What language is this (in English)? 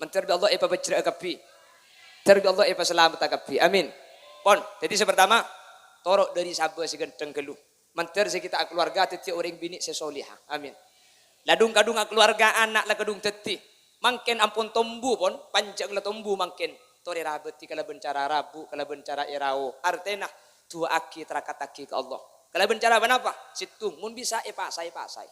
Madurese